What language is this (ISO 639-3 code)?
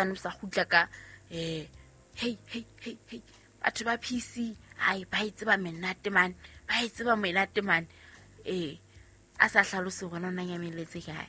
sot